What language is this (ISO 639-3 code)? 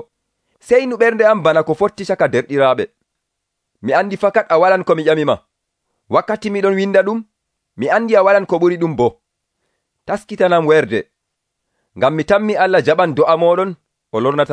fuv